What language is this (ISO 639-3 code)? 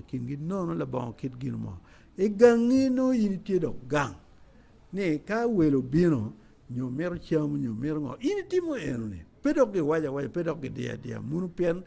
ach